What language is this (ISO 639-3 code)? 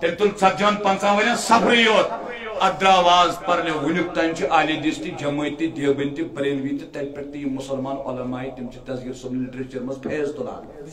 kas